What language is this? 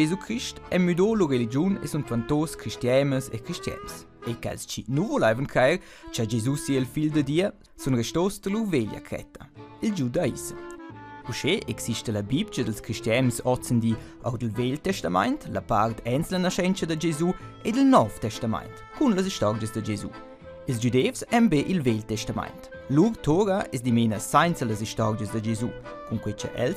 Romansh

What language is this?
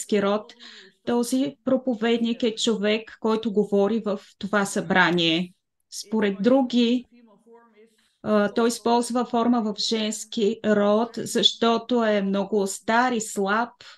Bulgarian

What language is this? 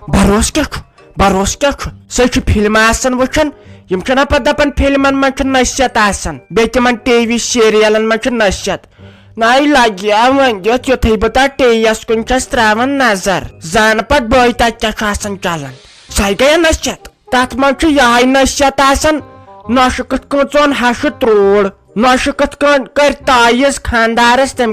Kashmiri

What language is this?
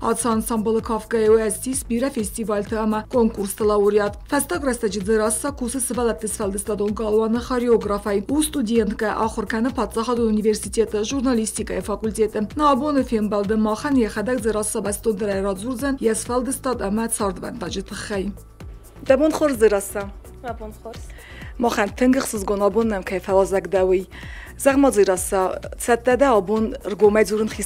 Ossetic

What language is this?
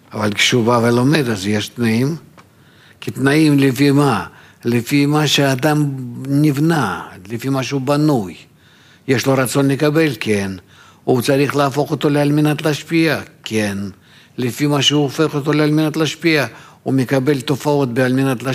Hebrew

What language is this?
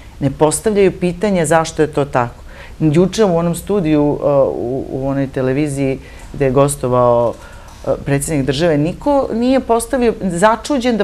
Serbian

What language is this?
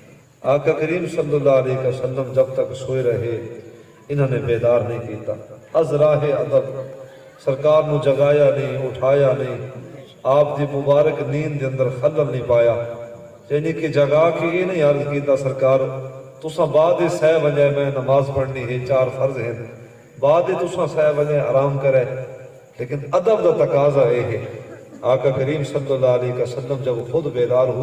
Saraiki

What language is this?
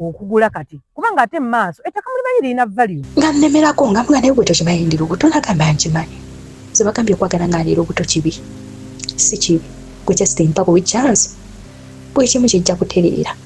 Ganda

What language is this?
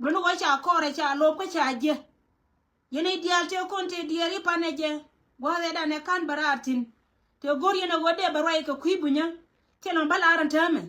Nuer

